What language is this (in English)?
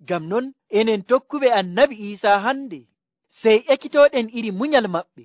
Nigerian Fulfulde